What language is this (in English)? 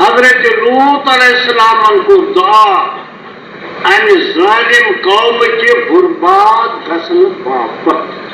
Kashmiri